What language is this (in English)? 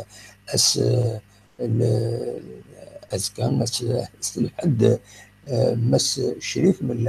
Kabyle